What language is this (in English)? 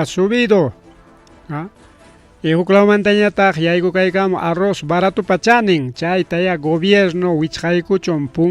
Ayacucho Quechua